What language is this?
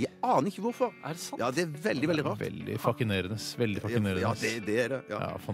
Norwegian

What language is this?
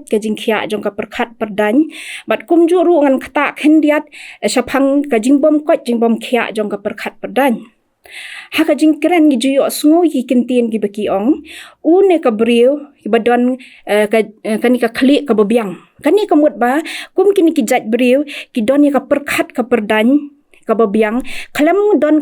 Khasi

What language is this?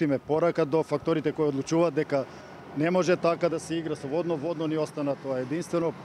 Macedonian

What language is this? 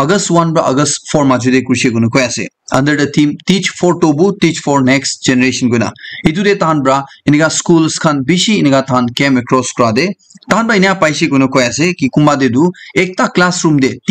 Naga Pidgin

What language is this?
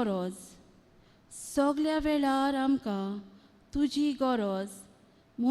Konkani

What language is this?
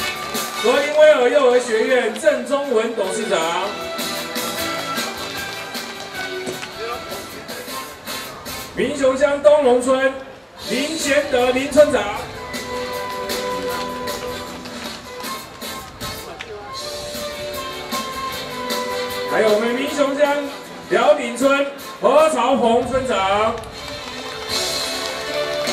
Chinese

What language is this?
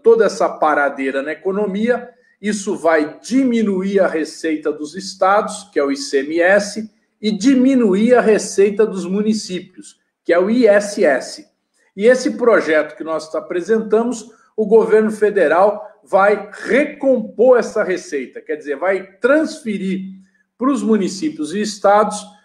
Portuguese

